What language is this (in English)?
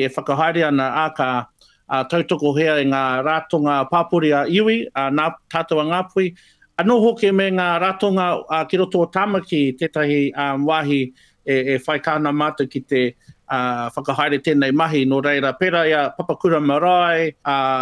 Māori